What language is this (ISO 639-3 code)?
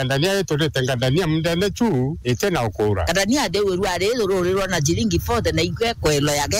mer